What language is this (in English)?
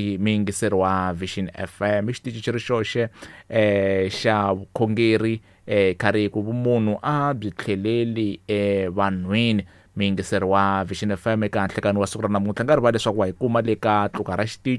Tsonga